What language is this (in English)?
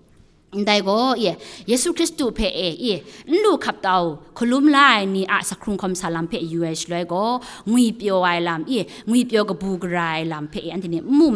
Kachin